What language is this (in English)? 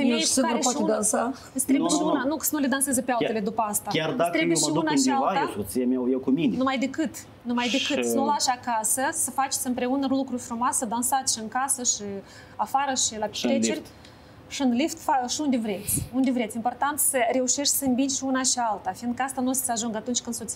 Romanian